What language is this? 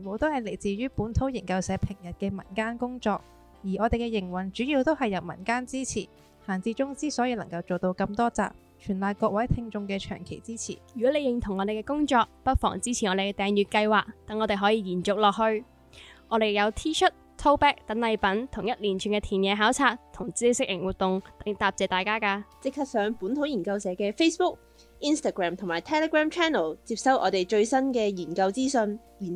Cantonese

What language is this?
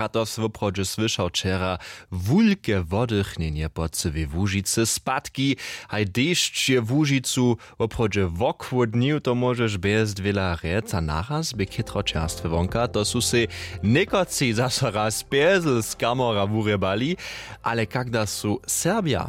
Upper Sorbian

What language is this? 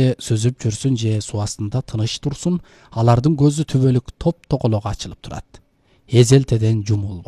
Kyrgyz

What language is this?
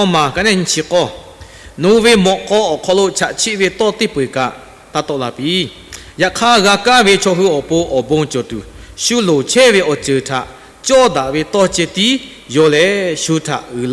Lahu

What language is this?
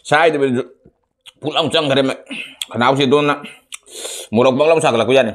Manipuri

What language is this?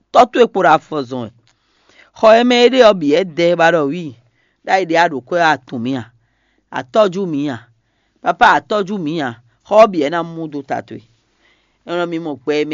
Fon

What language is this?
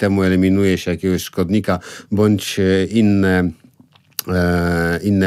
Polish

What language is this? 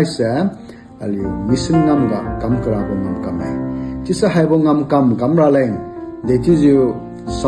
Liangmai Naga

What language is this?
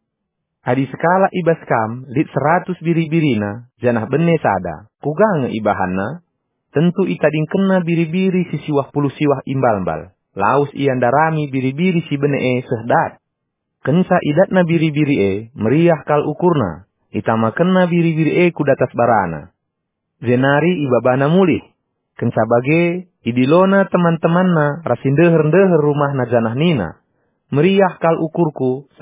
Batak Karo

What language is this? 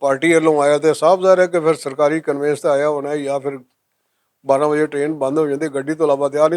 Western Panjabi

